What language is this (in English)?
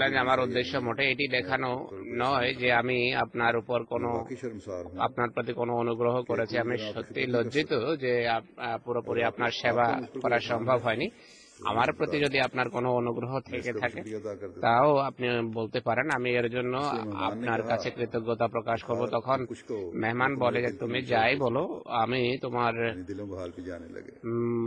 Bangla